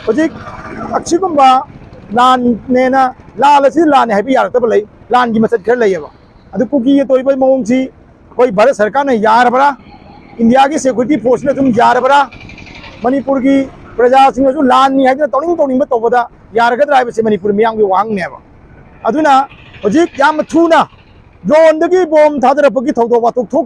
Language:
Manipuri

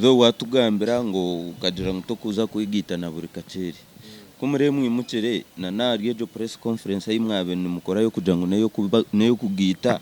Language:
Nyankole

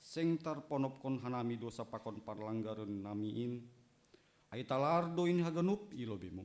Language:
Batak Simalungun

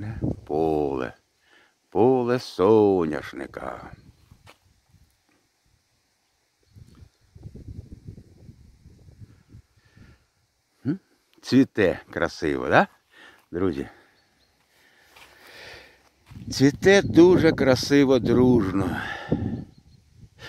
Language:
Ukrainian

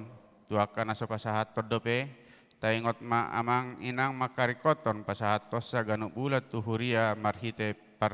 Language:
Batak Toba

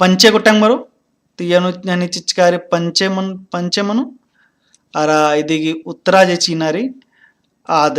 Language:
Kurukh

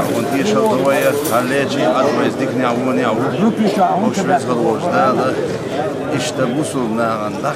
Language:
Chechen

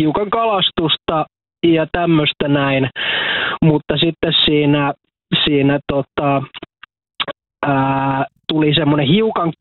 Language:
Finnish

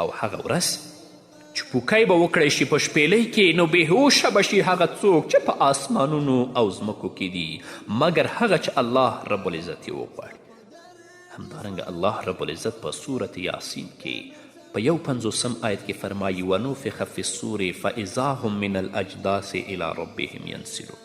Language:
Pashto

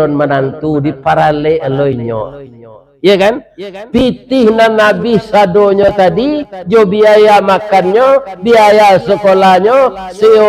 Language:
Minangkabau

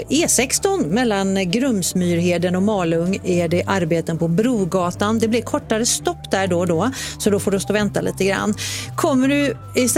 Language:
Swedish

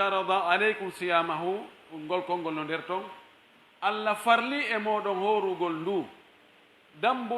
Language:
Pular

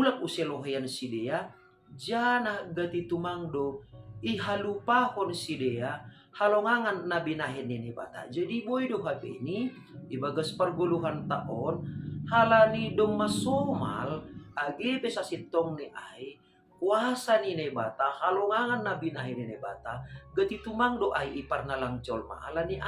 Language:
Batak Simalungun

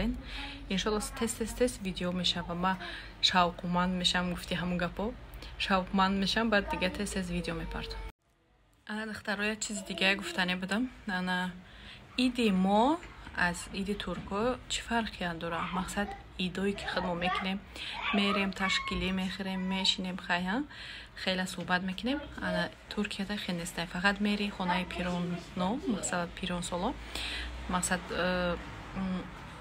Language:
Tajik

